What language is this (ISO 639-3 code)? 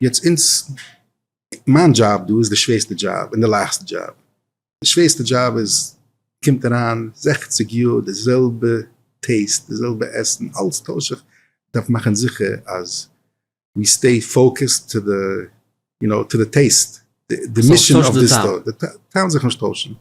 yid